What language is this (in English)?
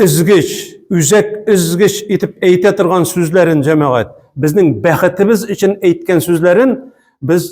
Tatar